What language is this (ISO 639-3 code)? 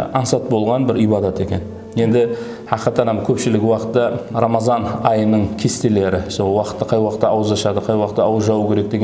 kaa